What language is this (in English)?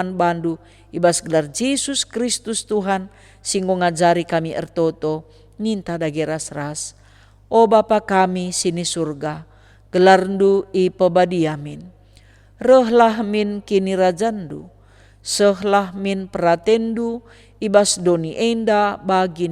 Batak Karo